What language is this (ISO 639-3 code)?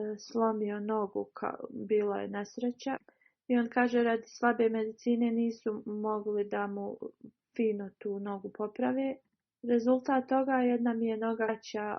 bos